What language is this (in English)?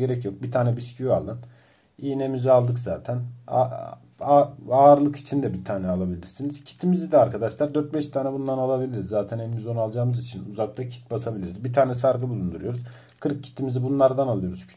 Turkish